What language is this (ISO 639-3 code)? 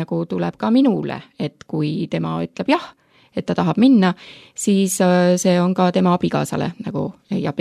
est